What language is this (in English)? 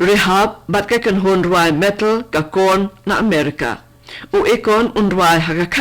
Khasi